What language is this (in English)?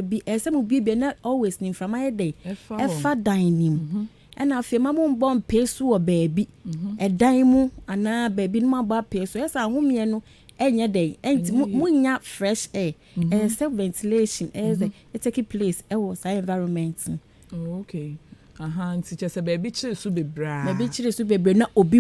Akan